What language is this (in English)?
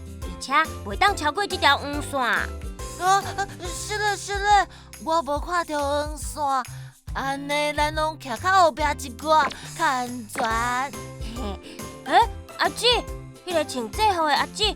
Min Nan Chinese